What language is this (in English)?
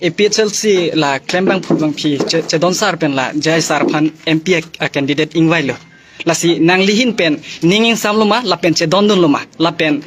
Karbi